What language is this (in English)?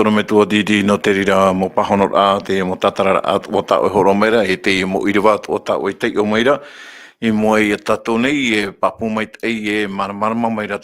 Tahitian